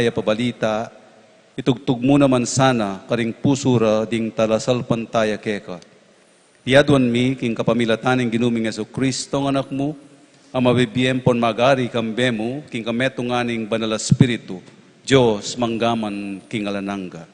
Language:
Pampanga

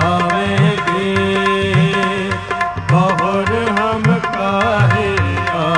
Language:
Punjabi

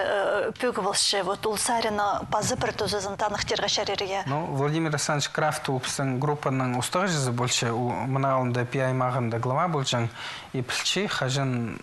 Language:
Khakas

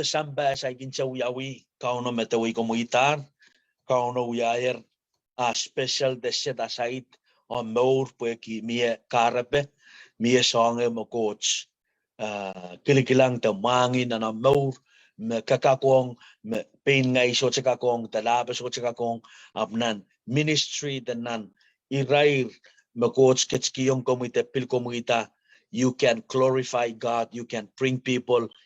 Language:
Pohnpeian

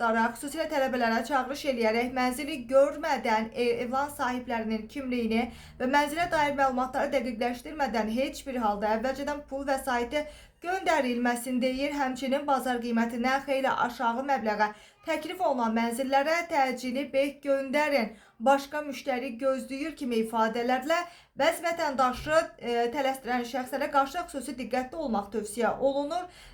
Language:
Azerbaijani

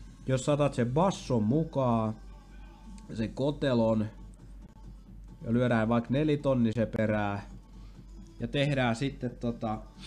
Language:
Finnish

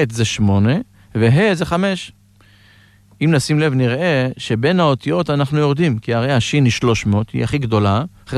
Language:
Hebrew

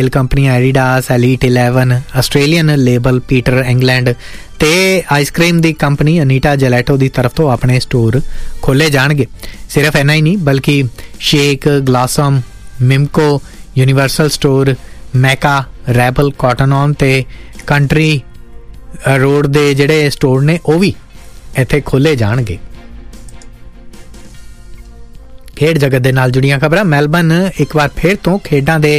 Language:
Punjabi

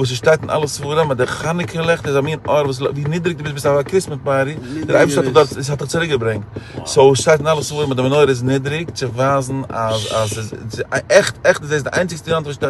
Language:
Yiddish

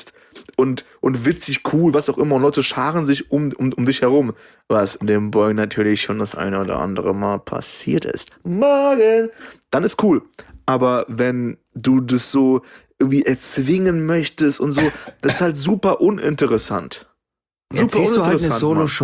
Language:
German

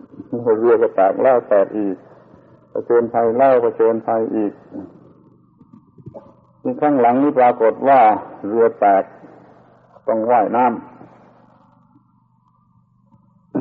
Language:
Thai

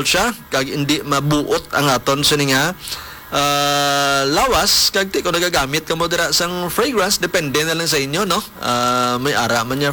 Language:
Hiligaynon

